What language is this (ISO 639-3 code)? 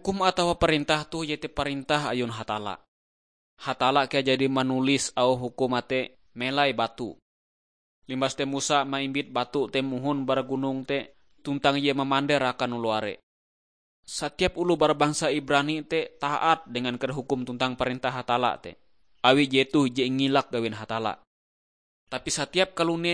nij